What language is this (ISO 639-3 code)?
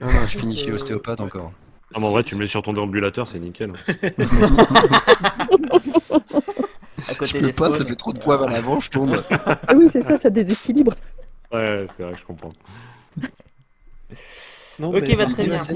fra